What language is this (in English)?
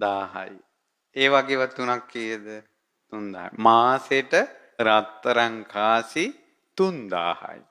Sinhala